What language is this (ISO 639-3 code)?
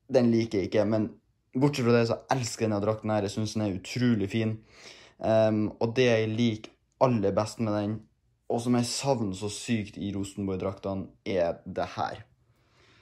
nor